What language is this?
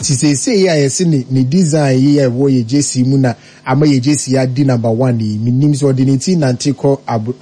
Akan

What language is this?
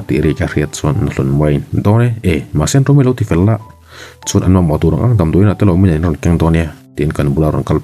Mizo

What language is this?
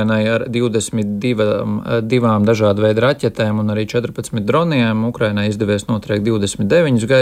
Latvian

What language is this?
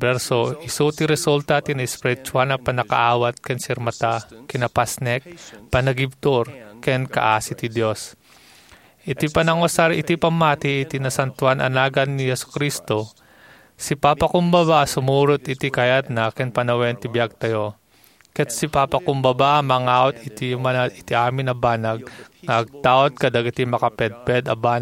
Iloko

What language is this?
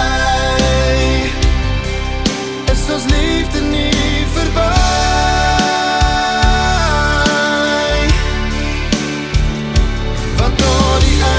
Afrikaans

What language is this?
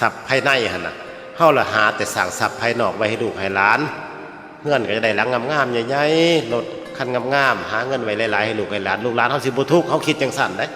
Northeastern Thai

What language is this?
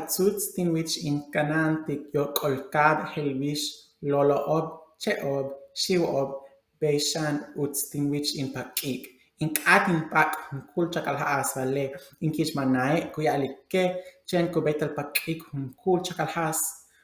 Yucateco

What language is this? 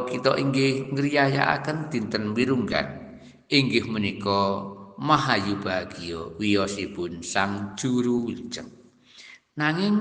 Javanese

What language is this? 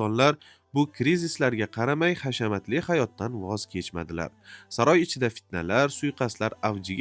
Uzbek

